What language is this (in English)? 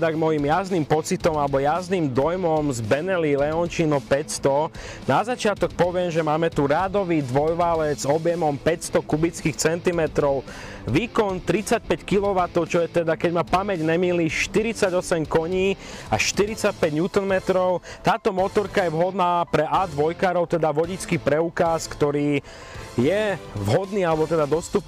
Slovak